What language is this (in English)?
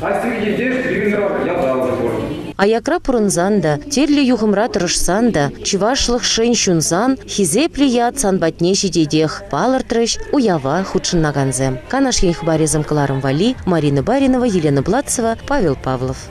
Chuvash